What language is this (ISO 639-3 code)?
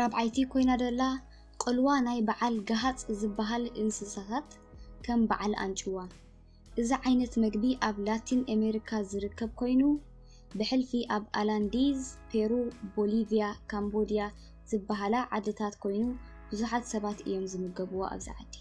tir